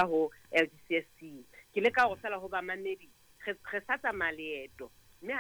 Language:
Southern Sotho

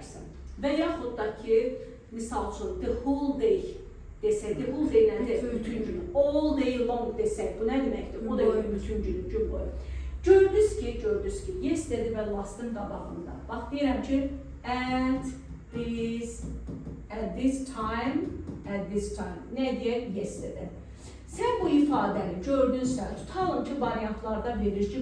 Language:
Azerbaijani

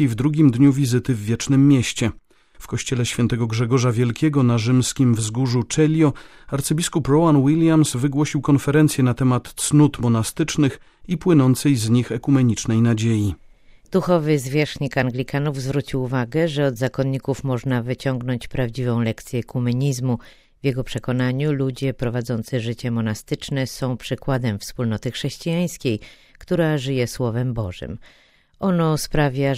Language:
Polish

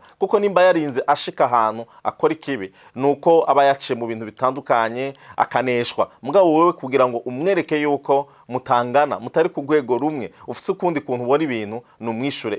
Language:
Rundi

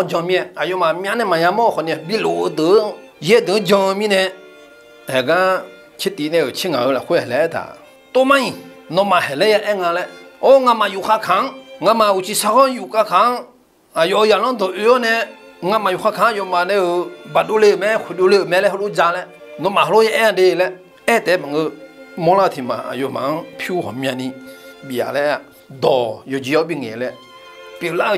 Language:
Akha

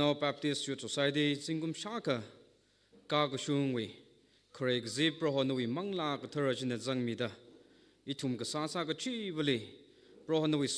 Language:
Tangkhul Naga (India)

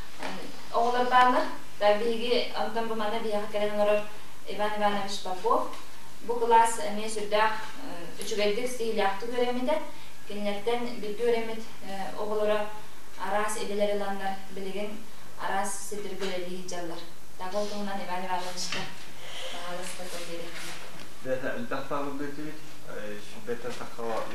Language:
Yakut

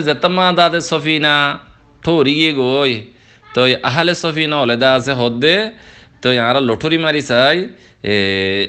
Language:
Rohingya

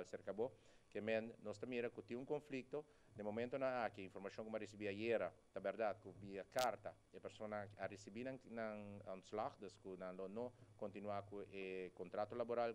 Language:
Papiamento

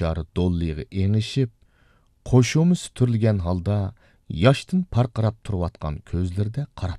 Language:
Uyghur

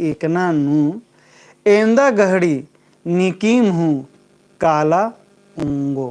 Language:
Kurukh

